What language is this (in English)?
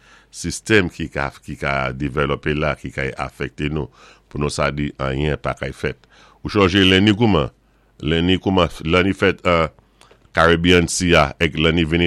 Saint Lucian Creole French